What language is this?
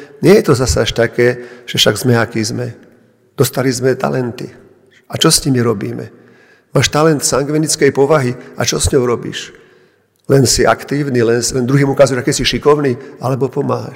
Slovak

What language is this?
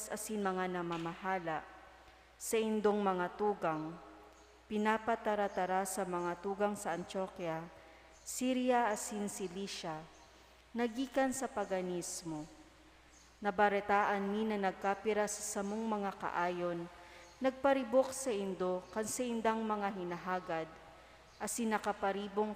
Bikol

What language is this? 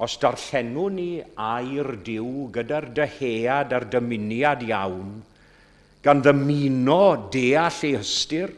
Welsh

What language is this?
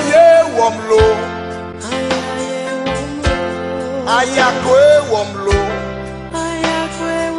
Ewe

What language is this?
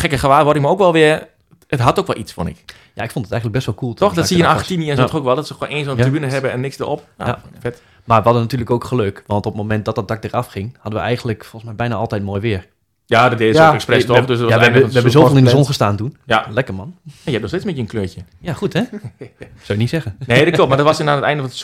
Dutch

